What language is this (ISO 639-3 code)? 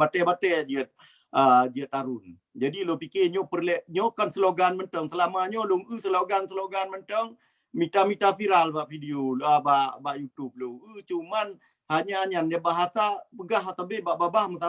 ace